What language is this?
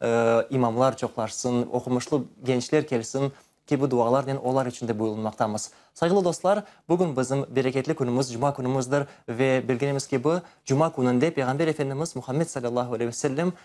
Crimean Tatar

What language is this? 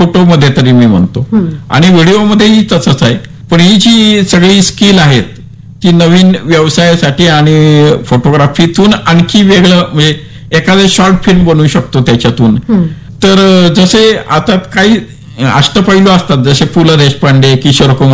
Marathi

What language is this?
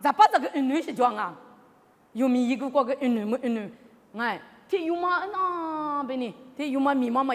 Lisu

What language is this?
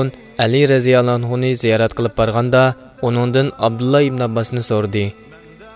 Uyghur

